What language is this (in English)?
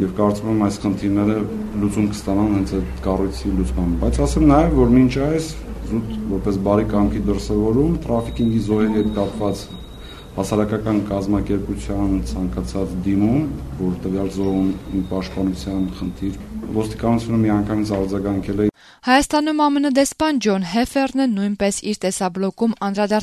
Armenian